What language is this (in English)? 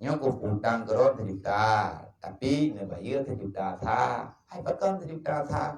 Achinese